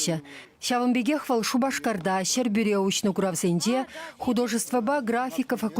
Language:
Chuvash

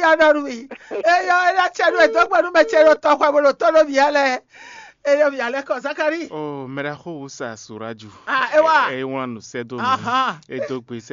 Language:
Fon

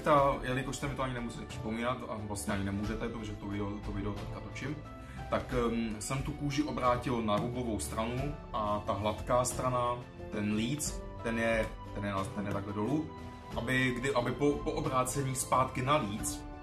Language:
Czech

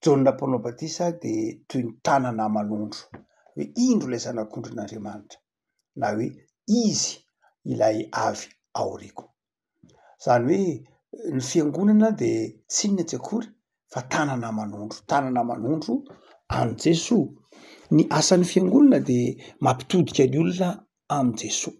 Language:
Malagasy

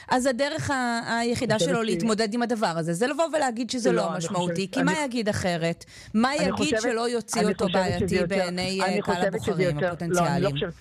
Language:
Hebrew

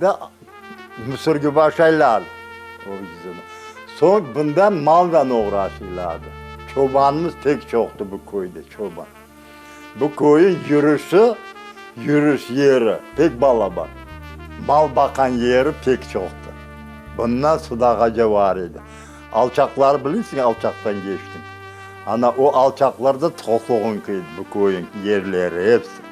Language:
Crimean Tatar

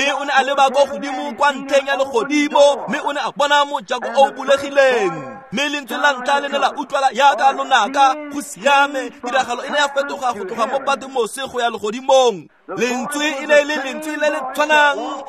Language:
Tswana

